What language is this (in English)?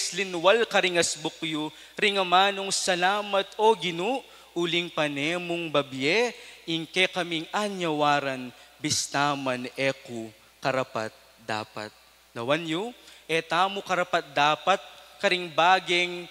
Pampanga